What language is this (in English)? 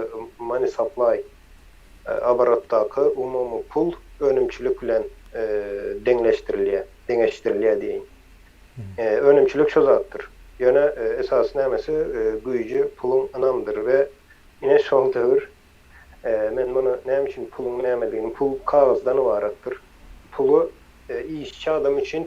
Turkmen